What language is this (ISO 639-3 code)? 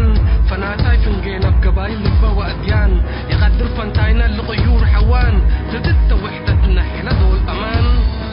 tig